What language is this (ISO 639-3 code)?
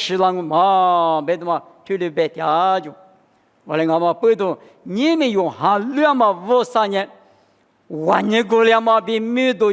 lis